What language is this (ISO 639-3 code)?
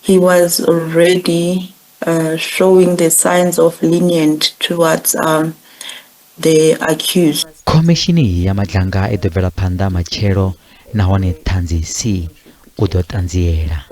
ven